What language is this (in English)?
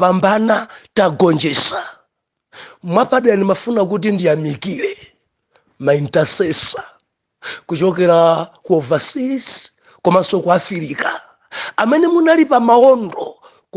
Nyanja